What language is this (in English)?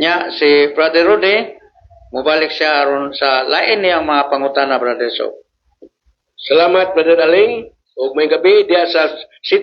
Cebuano